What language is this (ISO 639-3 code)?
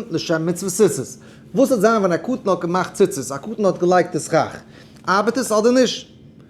yid